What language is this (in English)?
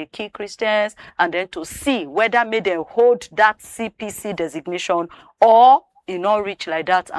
Nigerian Pidgin